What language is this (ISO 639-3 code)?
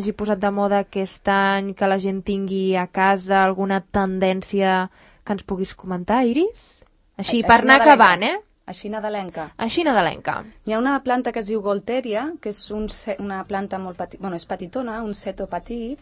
cat